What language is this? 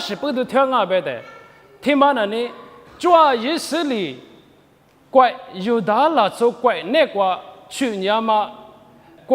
Lisu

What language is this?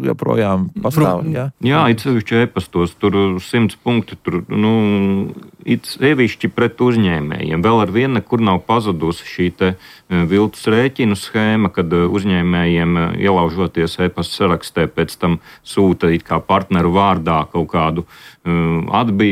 Latvian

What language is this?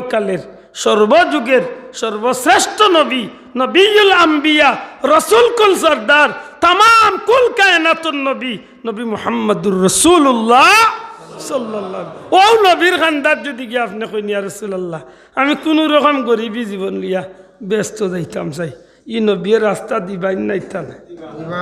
Sylheti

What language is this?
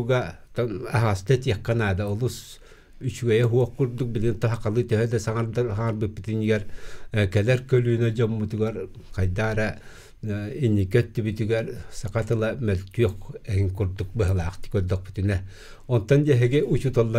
Yakut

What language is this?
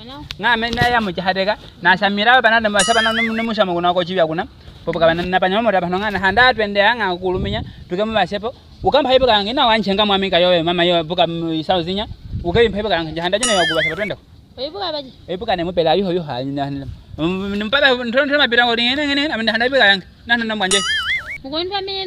Nyaneka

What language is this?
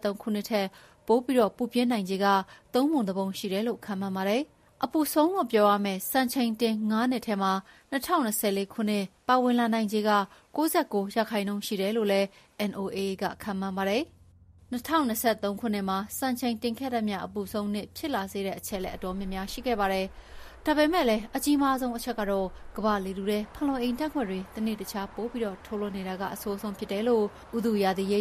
Burmese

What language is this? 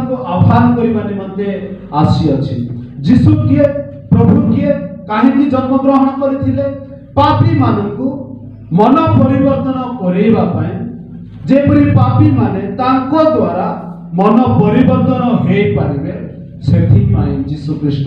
Odia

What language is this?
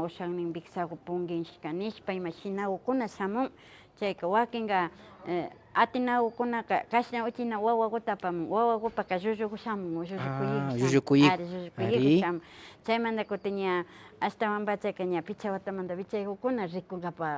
Imbabura Highland Quichua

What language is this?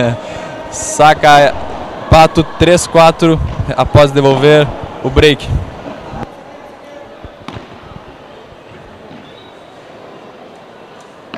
Portuguese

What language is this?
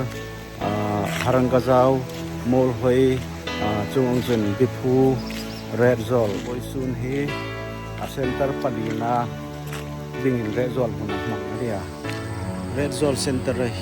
Hmar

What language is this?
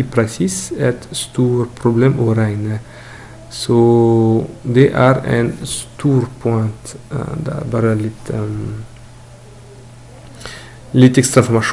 Norwegian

